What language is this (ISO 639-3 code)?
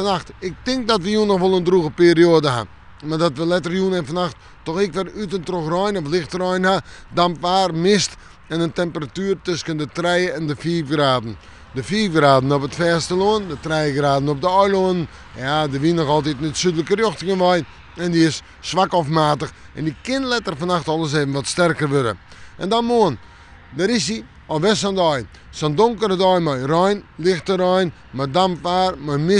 fry